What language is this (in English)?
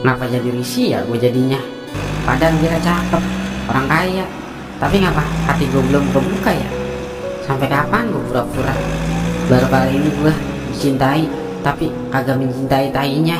Betawi